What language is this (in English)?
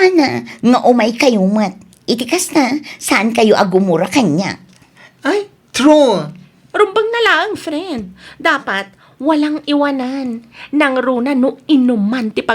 Iloko